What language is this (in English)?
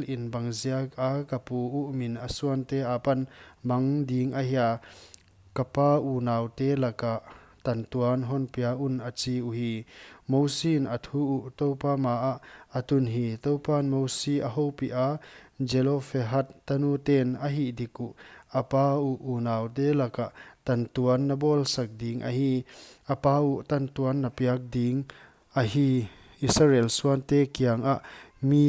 Paite Chin